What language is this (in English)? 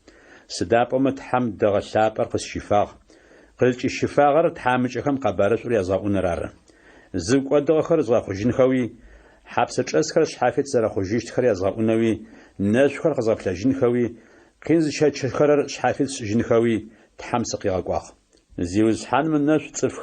Adyghe